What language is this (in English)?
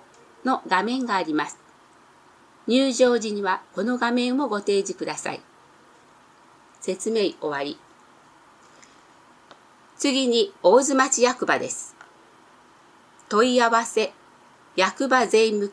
Japanese